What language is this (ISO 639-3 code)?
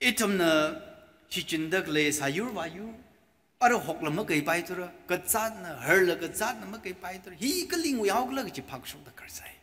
nmf